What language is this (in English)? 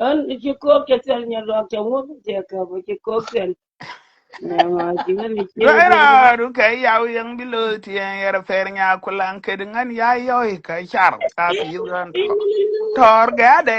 Nuer